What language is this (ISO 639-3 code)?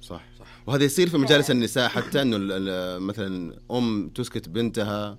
ars